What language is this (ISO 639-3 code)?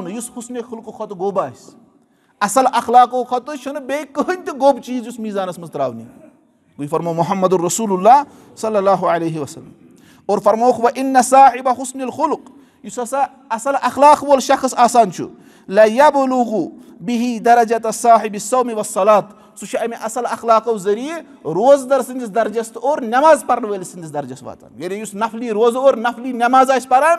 kas